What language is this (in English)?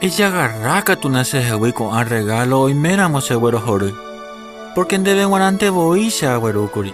Guarani